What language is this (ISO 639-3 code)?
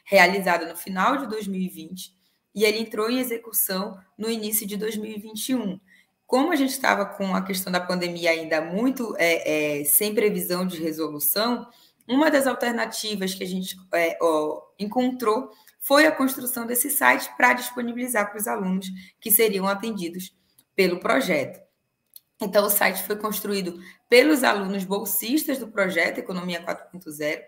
por